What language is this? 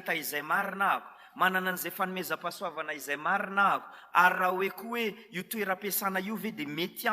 Malagasy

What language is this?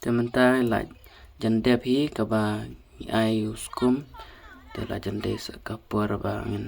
Khasi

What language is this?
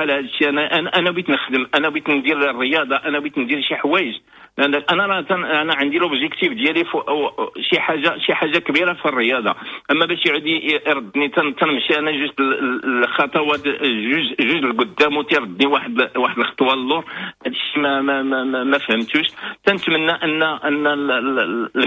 Moroccan Arabic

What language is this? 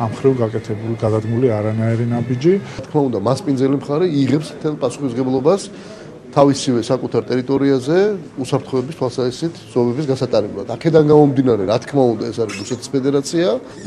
Georgian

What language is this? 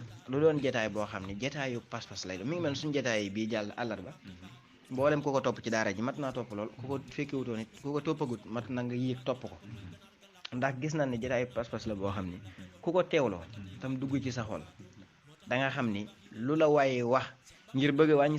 Wolof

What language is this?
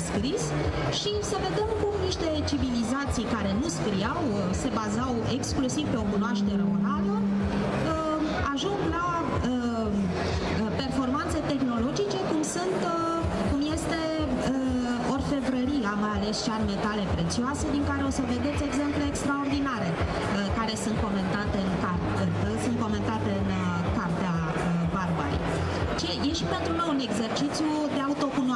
Romanian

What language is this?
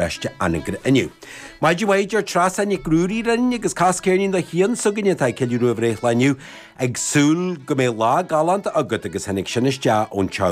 Irish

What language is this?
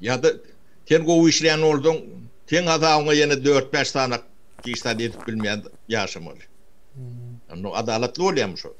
Turkmen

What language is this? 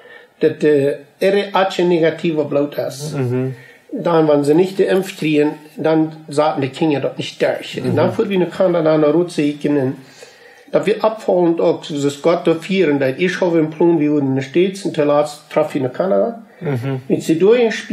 Plautdietsch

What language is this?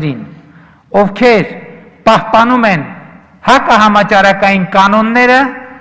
Armenian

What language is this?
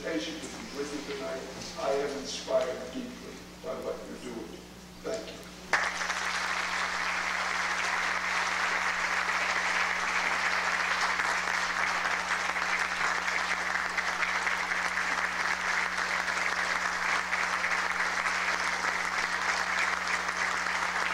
English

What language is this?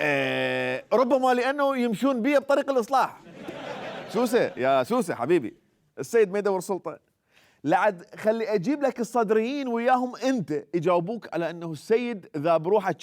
Mesopotamian Arabic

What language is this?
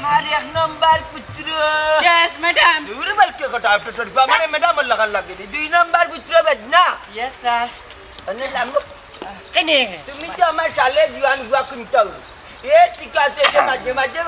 Sylheti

